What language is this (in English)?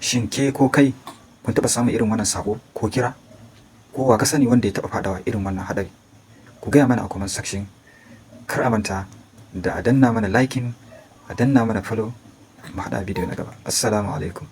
Hausa